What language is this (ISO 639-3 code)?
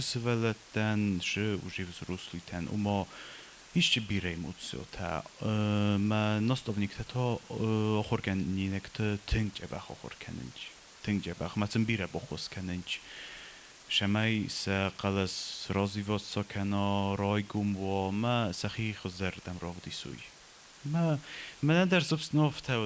oss